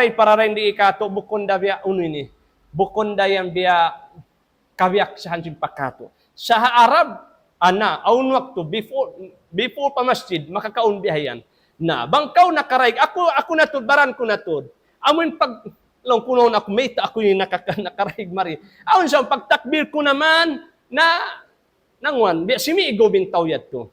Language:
Tausug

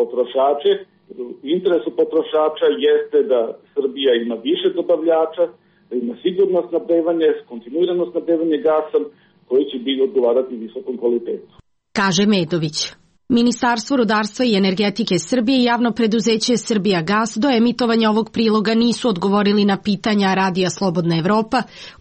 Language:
Serbian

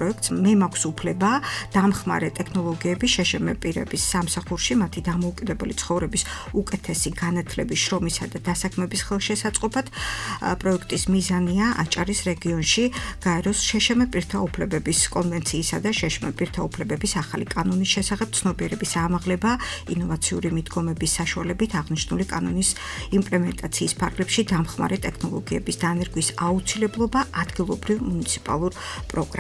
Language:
Georgian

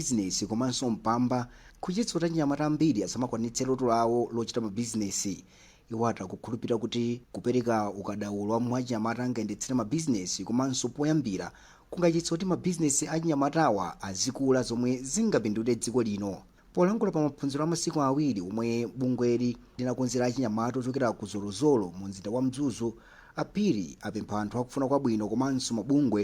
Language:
Nyanja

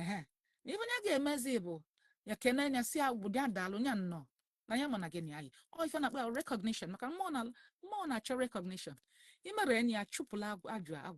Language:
Igbo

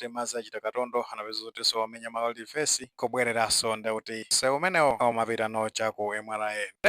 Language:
Nyanja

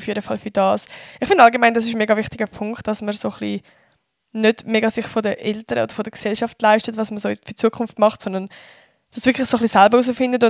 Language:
Swiss German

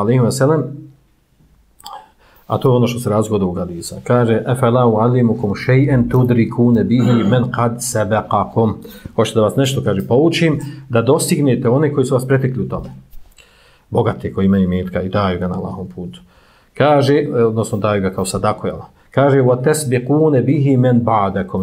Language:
Bosnian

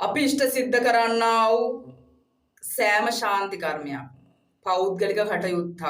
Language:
Sinhala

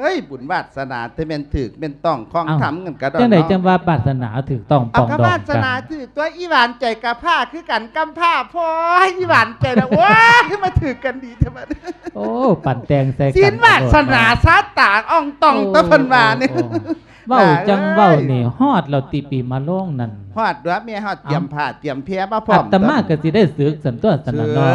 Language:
Lao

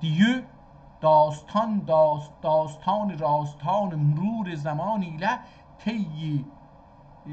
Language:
South Azerbaijani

